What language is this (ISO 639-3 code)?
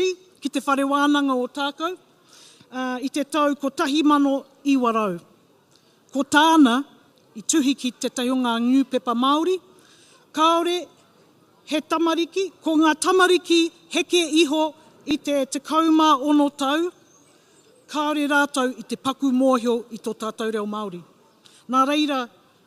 mri